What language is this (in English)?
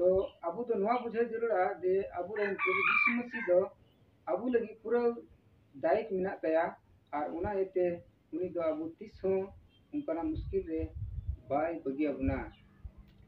Santali